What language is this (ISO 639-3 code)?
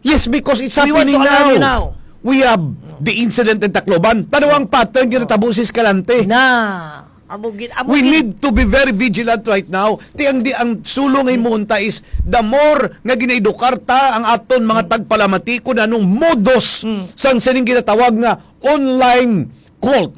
hil